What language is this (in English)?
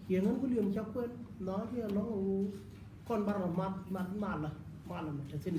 Nuer